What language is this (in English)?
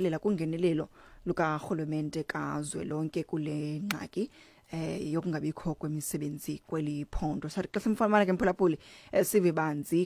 Xhosa